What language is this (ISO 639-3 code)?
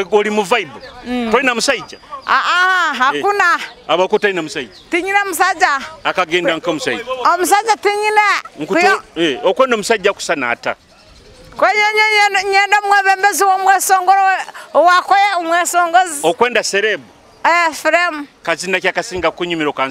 nyo